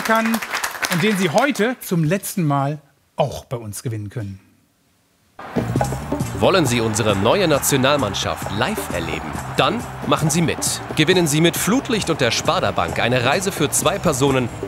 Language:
German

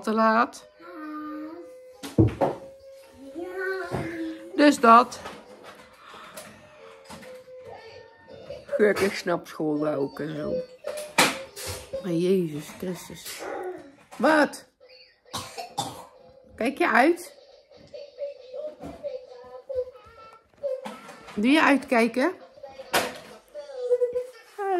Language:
Dutch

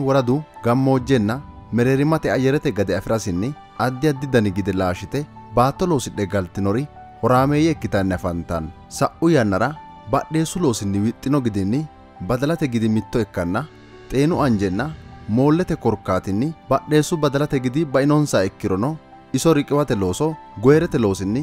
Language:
Sidamo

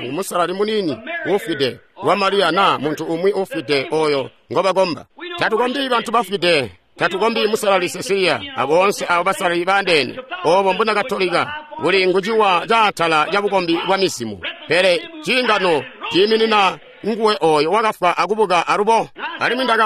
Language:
Tonga (Zambia)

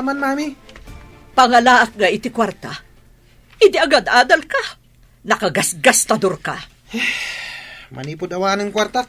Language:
Iloko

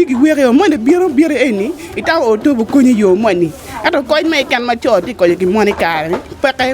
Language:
Acoli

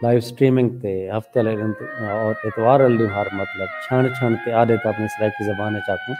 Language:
Saraiki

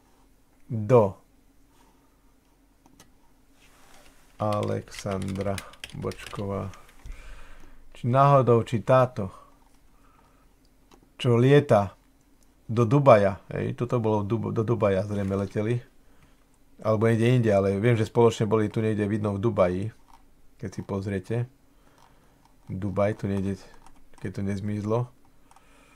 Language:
Slovak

